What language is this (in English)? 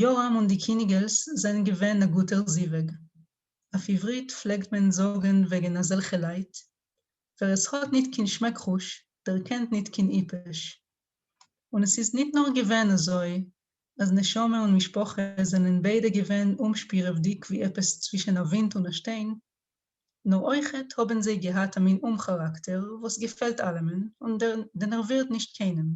Yiddish